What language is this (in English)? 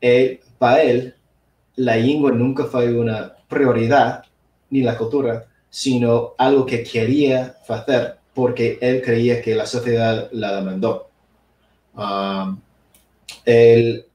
Asturian